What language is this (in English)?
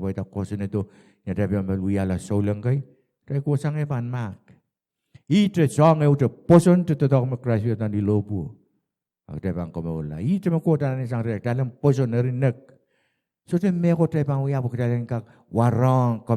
Pohnpeian